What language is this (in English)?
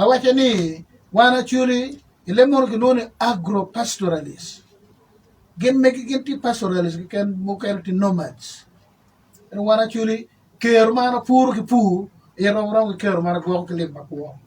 Acoli